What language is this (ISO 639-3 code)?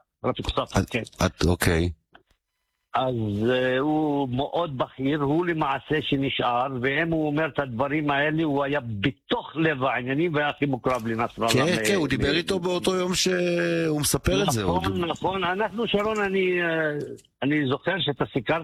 heb